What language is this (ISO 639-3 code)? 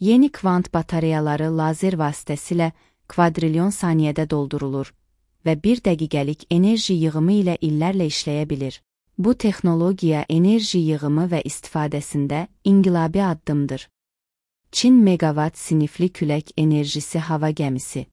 aze